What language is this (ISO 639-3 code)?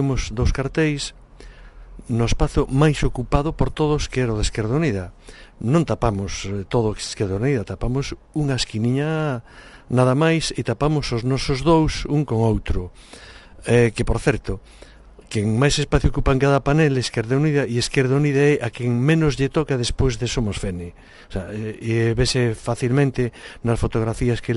glg